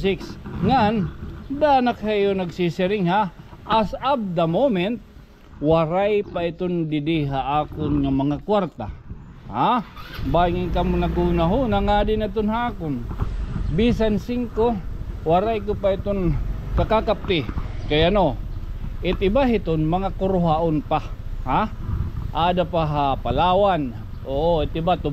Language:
Waray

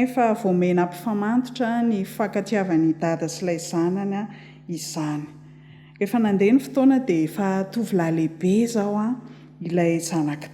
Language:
Malagasy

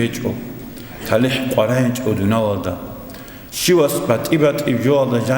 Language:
Avaric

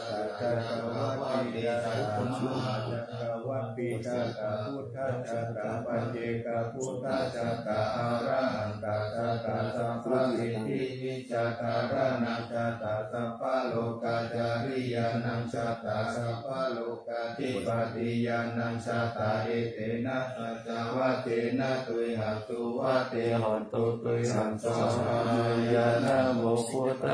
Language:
Pali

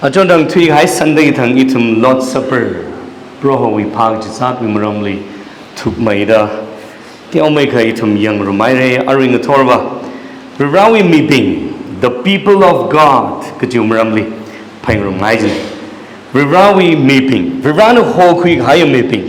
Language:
Tangkhul Naga (India)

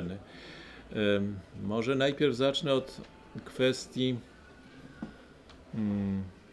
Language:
Polish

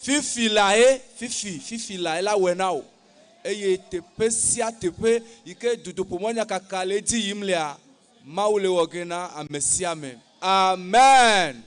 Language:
Ewe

